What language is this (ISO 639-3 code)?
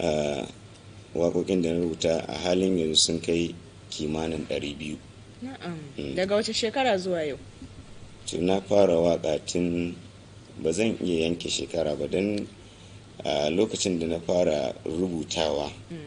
hau